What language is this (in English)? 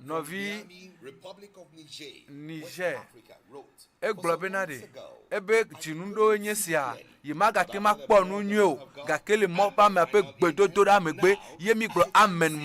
Ewe